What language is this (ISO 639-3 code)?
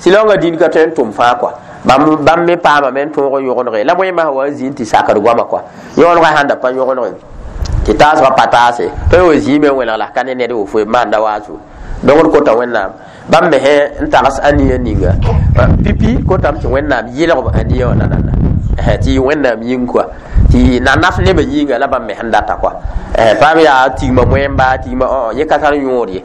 mos